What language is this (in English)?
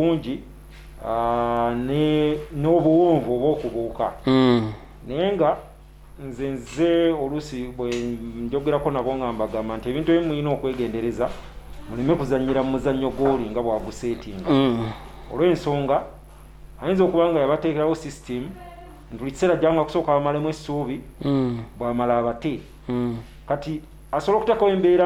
Ganda